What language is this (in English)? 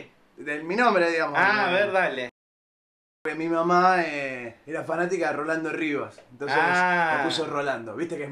Spanish